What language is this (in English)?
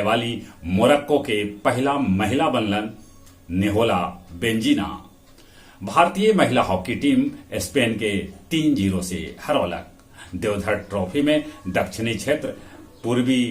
Magahi